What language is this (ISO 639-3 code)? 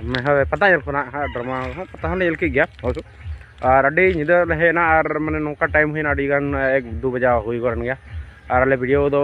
sat